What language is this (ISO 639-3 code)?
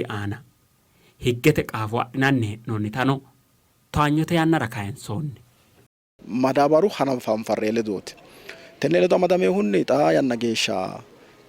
sid